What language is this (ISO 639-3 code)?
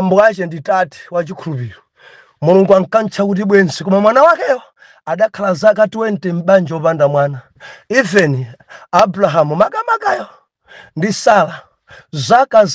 nya